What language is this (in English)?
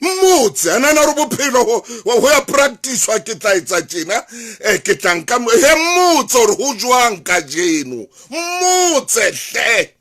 Southern Sotho